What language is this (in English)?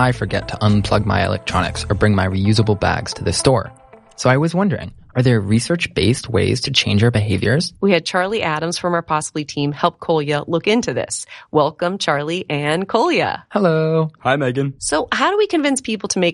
English